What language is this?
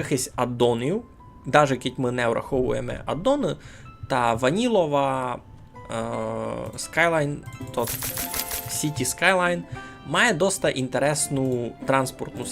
Rusyn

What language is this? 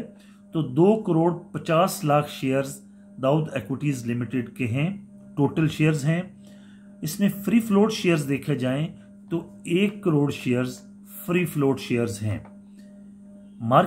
Hindi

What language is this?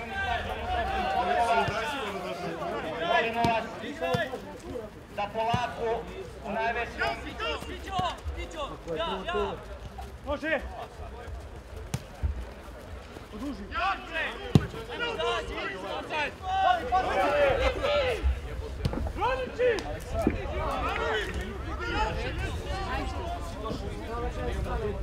Serbian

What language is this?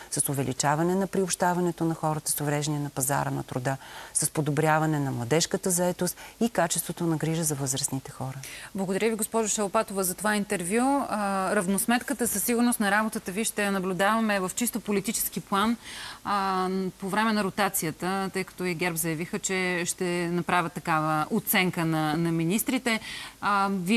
Bulgarian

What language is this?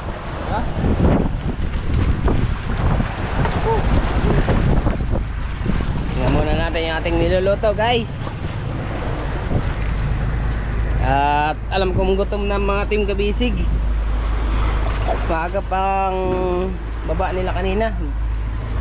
Filipino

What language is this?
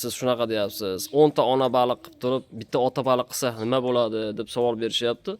Uzbek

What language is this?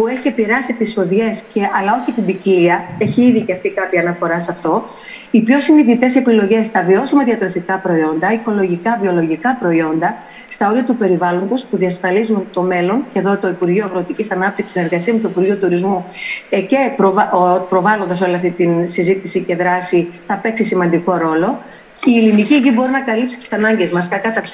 Greek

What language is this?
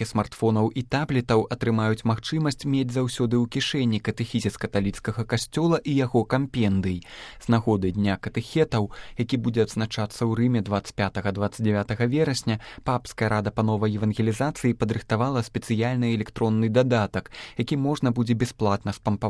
Belarusian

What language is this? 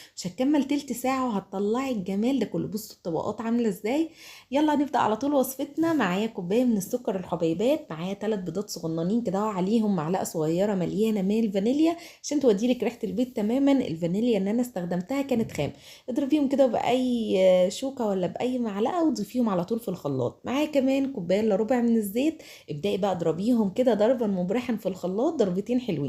Egyptian Arabic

